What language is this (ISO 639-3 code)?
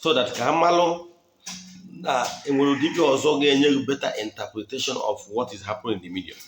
ibo